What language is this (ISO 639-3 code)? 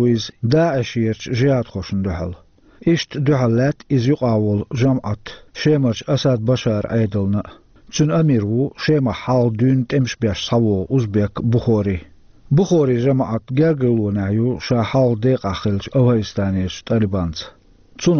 che